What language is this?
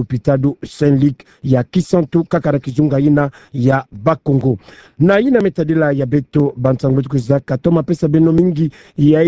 Kituba (Democratic Republic of Congo)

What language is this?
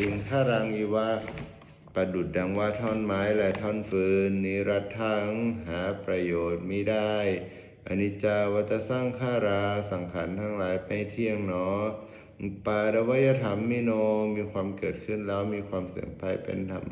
Pali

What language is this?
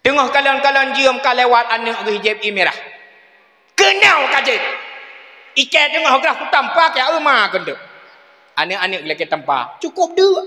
Achinese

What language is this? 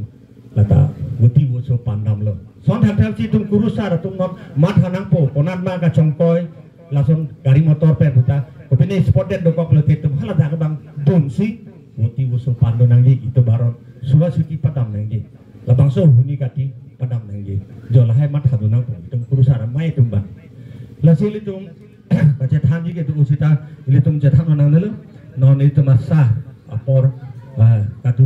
Karbi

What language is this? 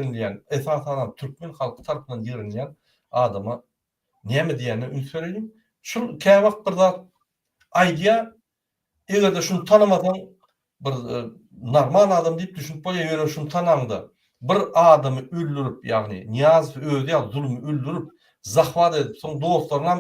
Turkmen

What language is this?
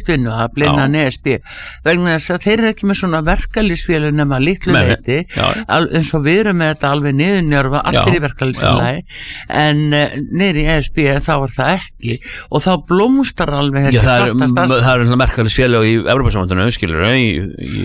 Icelandic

